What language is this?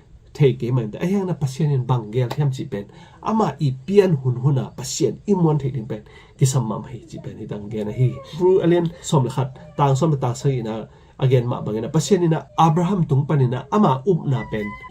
Tedim Chin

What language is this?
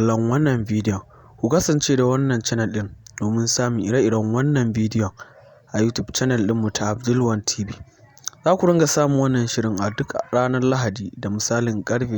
Hausa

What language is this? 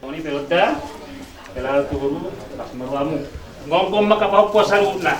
Batak Toba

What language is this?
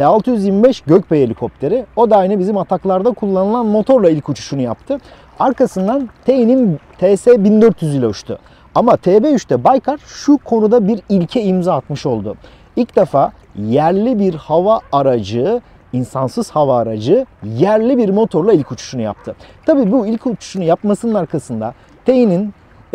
Turkish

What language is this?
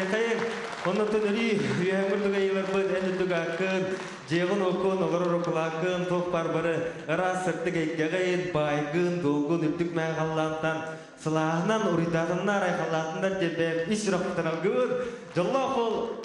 Yakut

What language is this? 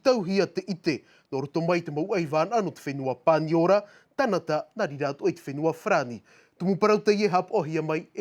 Tahitian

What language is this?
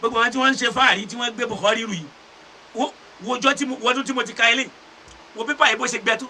Yoruba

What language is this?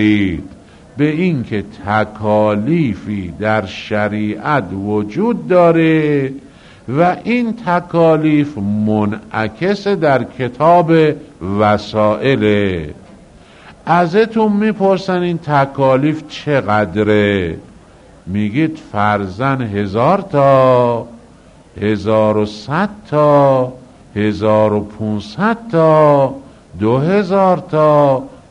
Persian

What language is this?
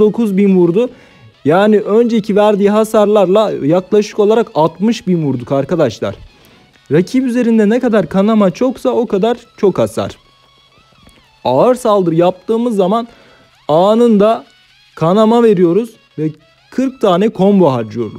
Turkish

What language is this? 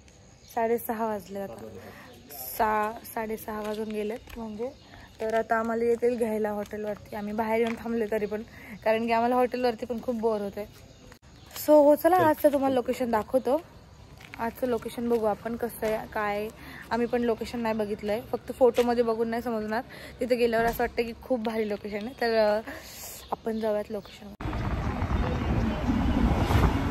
Marathi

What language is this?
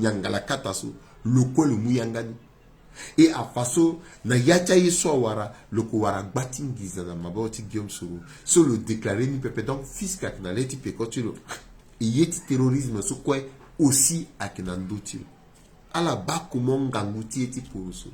Sango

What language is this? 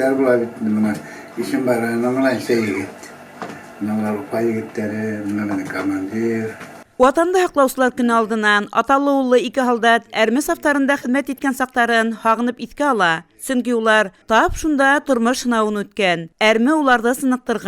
Bashkir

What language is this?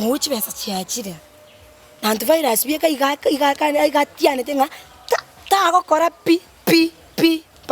Gusii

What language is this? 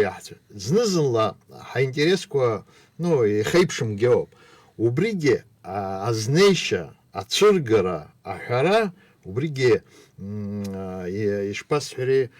Abkhazian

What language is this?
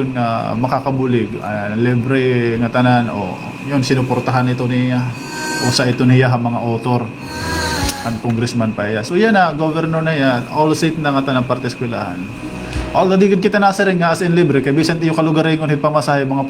Waray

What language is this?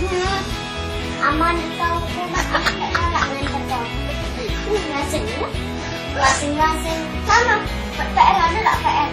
Musi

